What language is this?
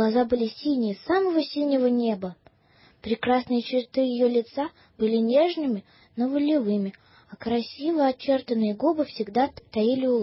Russian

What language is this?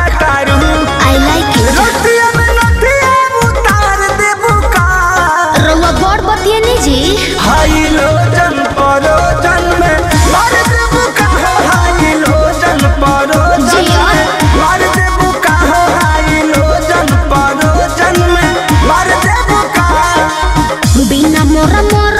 Bhojpuri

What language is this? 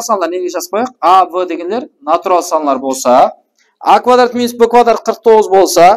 Kara-Kalpak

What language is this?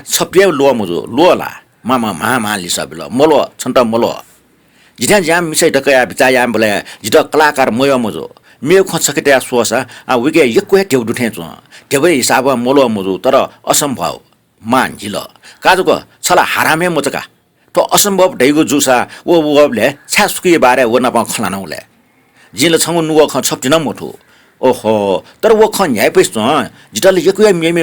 Newari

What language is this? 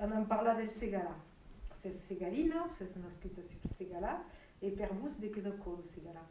Occitan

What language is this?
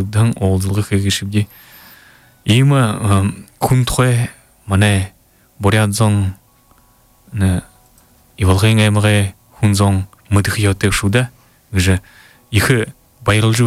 Buriat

